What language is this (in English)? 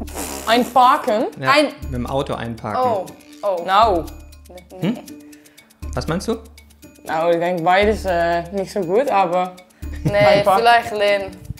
German